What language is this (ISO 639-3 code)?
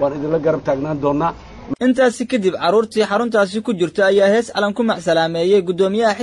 som